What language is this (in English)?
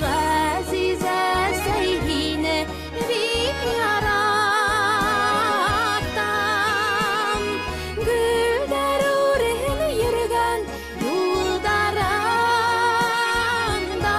Bashkir